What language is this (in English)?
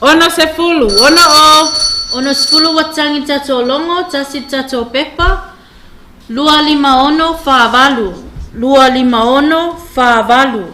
Samoan